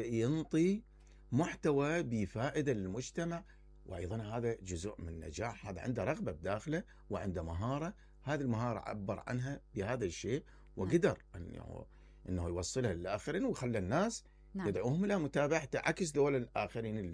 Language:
Mesopotamian Arabic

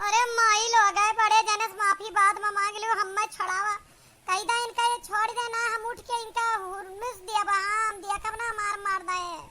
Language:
Awadhi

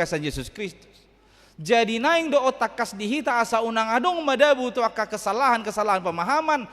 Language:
Batak Toba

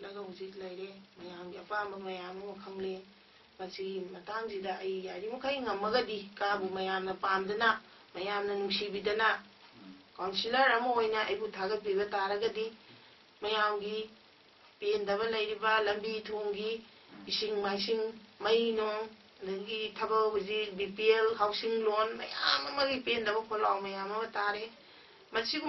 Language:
Manipuri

